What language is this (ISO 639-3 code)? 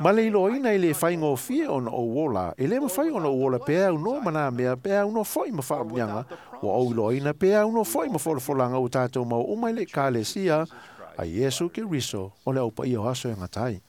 smo